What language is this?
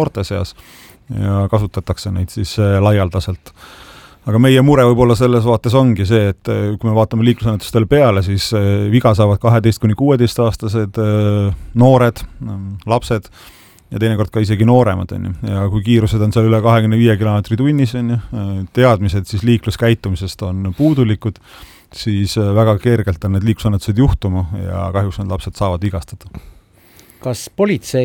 Estonian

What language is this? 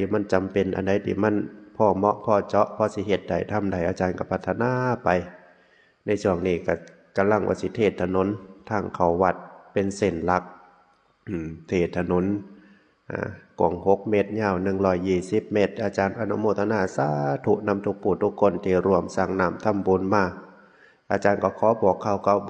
Northeastern Thai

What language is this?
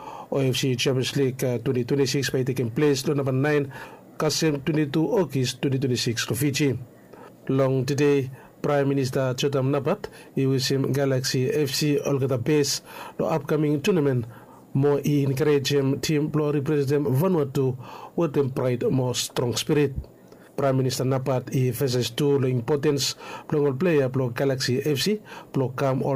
Bislama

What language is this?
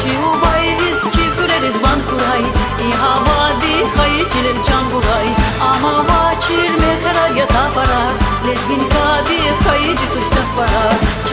Lezghian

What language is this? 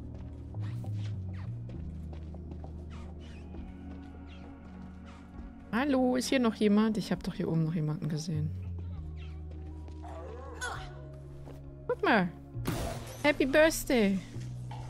German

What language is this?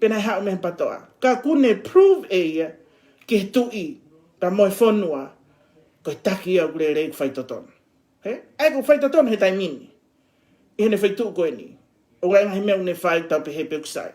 Tongan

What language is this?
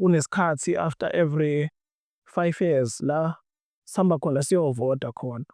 Zulu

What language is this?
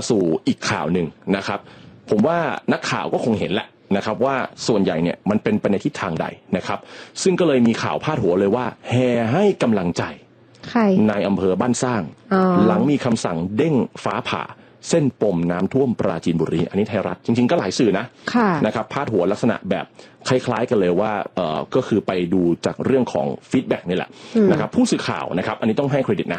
Thai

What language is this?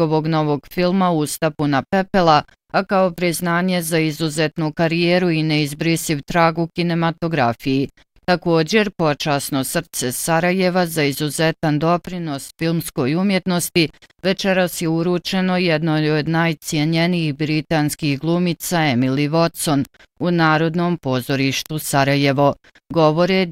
Bosnian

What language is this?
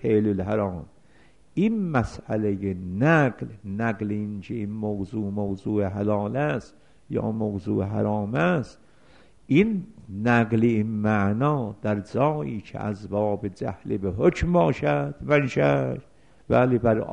Persian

